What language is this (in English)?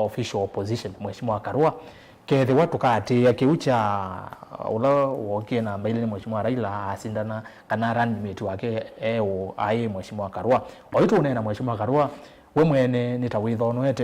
Kamba